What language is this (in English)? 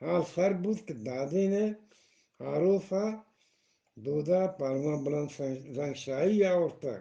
Eastern Balochi